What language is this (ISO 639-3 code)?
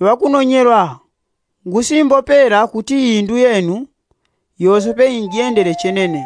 yao